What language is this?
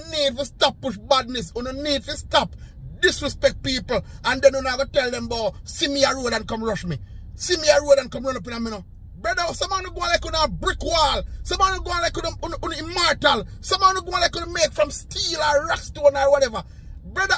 Jamaican Creole English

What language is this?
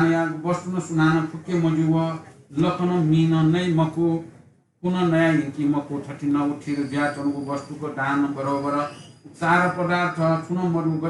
Newari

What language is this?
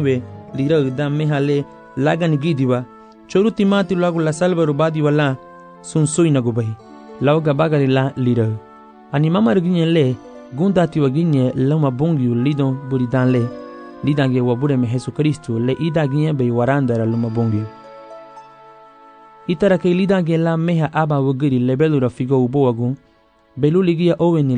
Garifuna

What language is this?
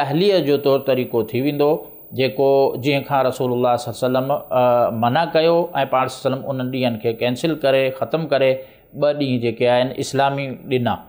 Sindhi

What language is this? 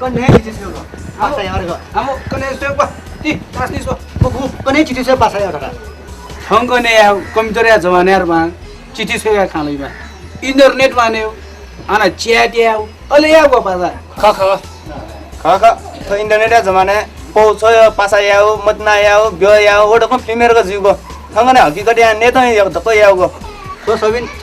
Newari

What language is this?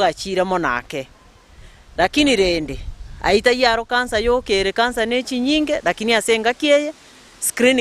Gusii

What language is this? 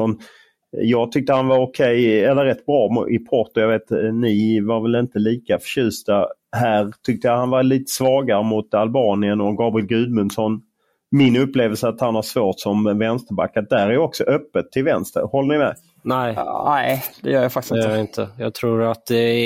Swedish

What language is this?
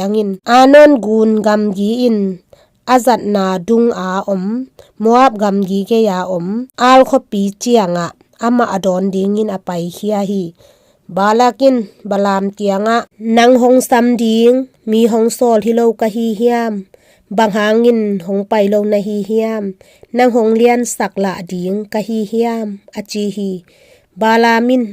Tedim Chin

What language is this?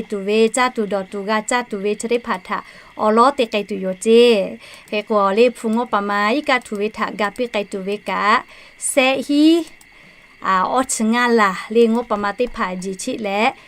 Lahu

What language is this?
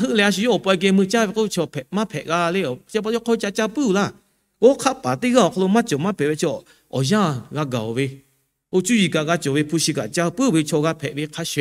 Lahu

